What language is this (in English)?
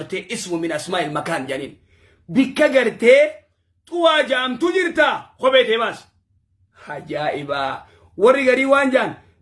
Oromo